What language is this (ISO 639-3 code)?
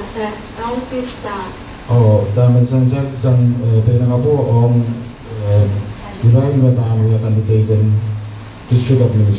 pon